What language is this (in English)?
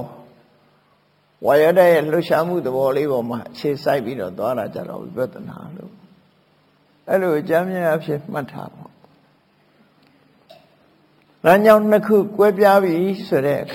Burmese